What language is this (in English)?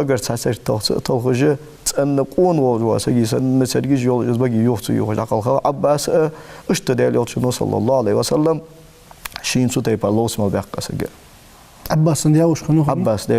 Ingush